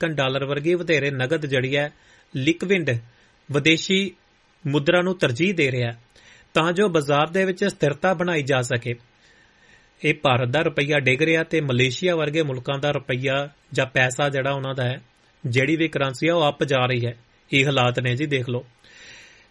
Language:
Punjabi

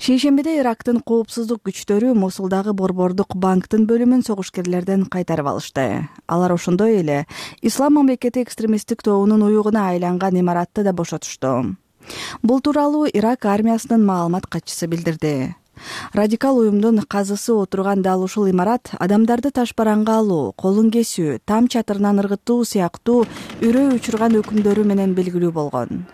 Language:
Kyrgyz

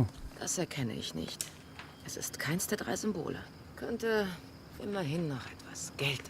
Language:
Swiss German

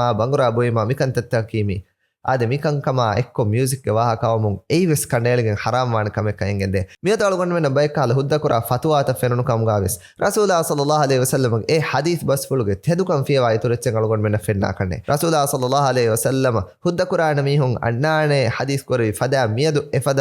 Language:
Divehi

